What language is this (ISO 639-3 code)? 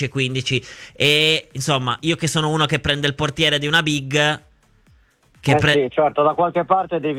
ita